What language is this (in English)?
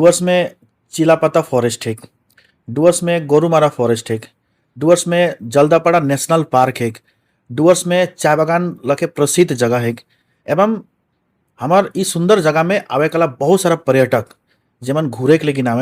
Sadri